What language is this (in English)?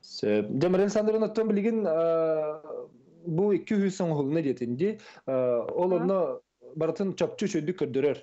Yakut